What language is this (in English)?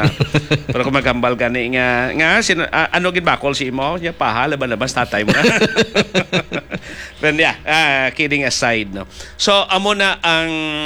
Hiligaynon